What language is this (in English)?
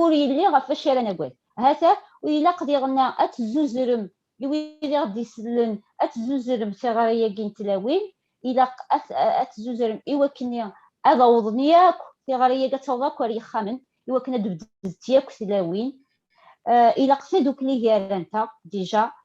Kabyle